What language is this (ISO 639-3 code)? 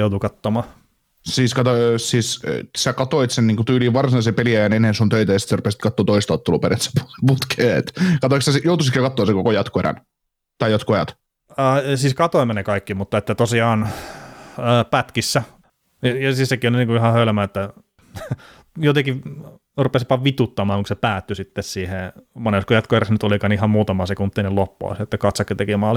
fin